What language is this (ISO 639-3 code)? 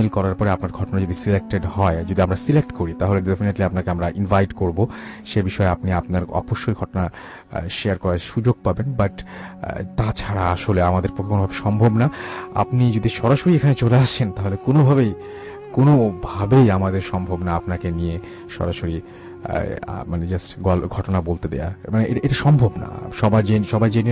ben